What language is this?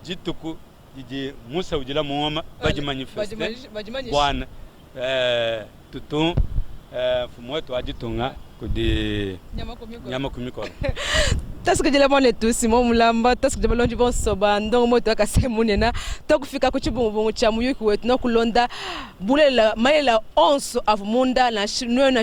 Luba-Lulua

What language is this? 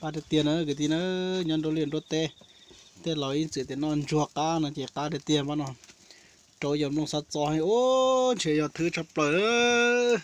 Hmong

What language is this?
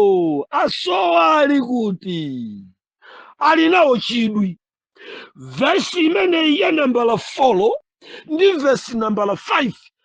Nyanja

